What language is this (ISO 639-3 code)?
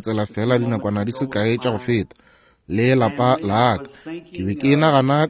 nso